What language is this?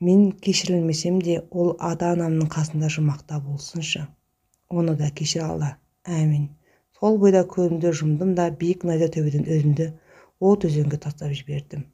Kazakh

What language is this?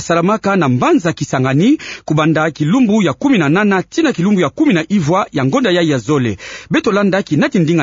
Kituba (Democratic Republic of Congo)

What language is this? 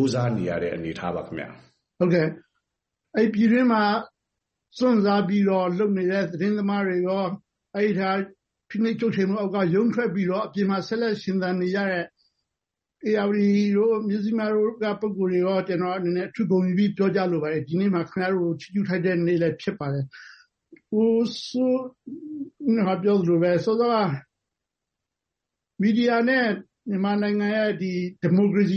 Burmese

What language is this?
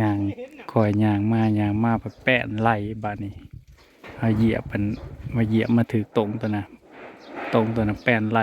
Northeastern Thai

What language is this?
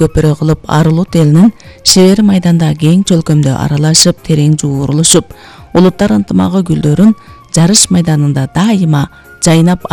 Kyrgyz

